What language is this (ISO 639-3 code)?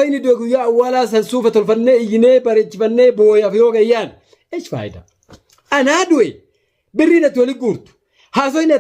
orm